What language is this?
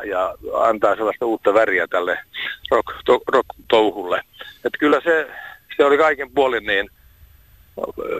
Finnish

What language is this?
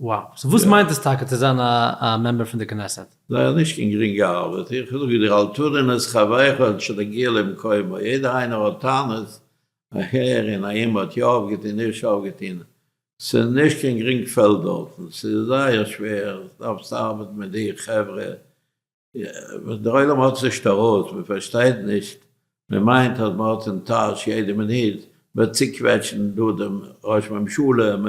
Yiddish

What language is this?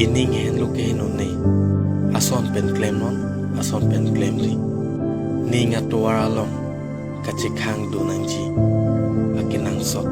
Karbi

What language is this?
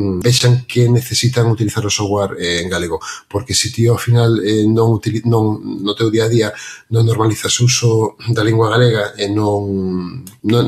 Galician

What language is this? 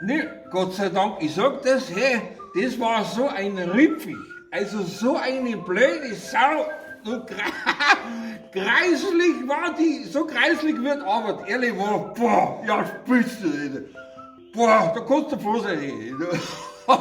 Bavarian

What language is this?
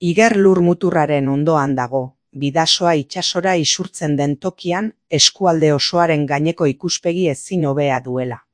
Basque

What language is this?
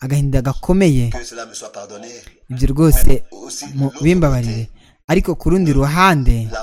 Kinyarwanda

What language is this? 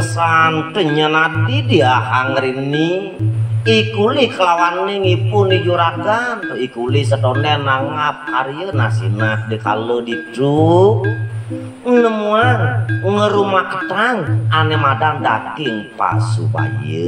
Balinese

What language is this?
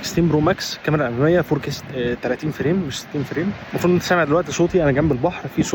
Egyptian Arabic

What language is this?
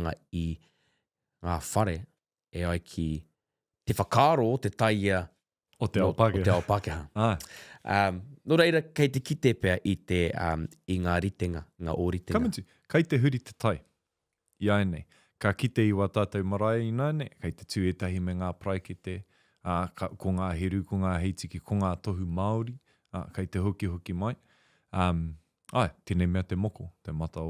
Māori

